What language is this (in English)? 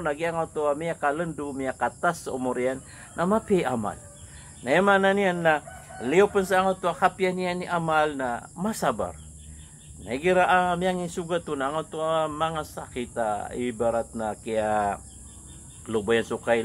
Maranao